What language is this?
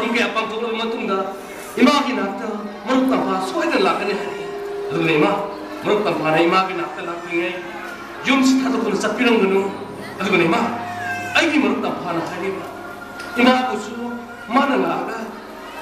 Manipuri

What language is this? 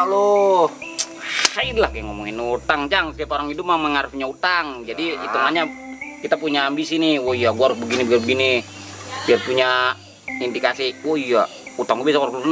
Betawi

